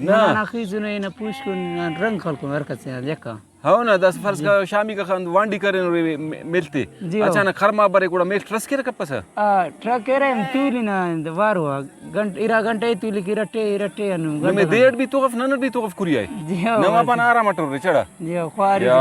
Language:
Brahui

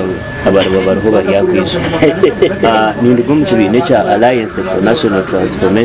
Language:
Nyankole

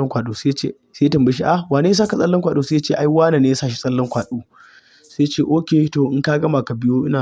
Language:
Hausa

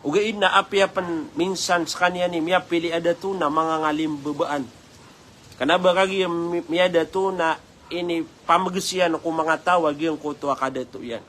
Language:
Maranao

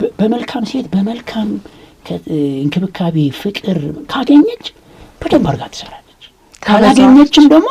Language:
Amharic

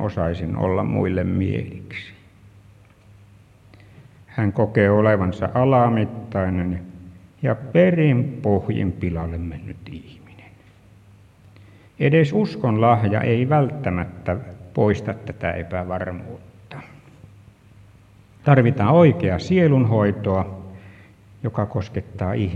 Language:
Finnish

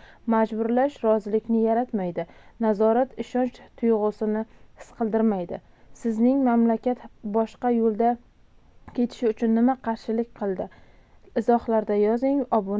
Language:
Uzbek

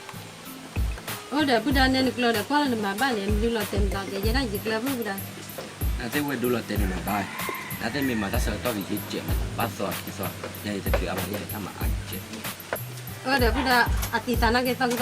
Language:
S'gaw Karen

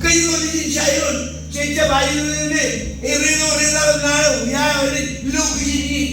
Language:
Marshallese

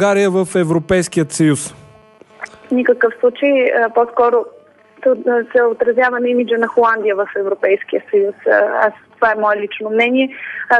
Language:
Bulgarian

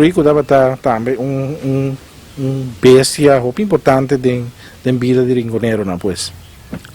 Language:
Papiamento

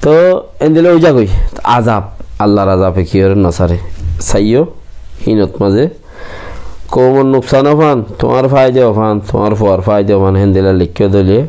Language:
Rohingya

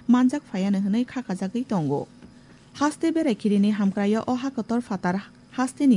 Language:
Kok Borok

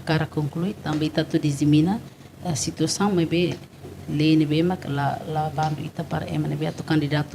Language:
Tetum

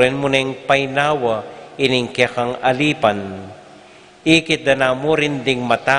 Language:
Pampanga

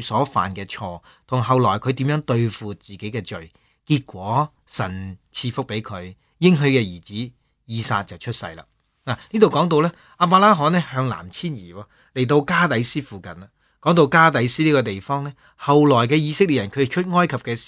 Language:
Cantonese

